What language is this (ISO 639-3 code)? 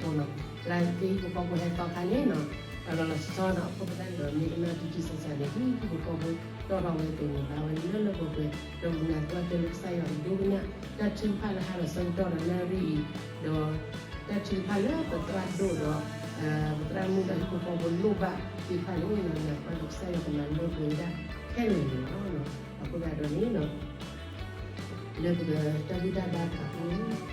ksw